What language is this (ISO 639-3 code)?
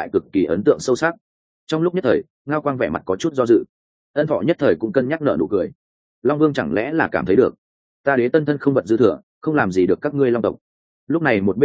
vie